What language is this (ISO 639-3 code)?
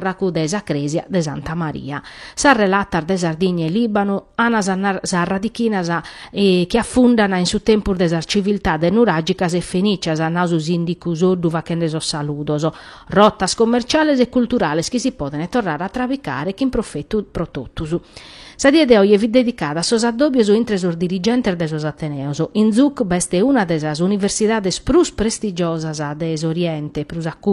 srd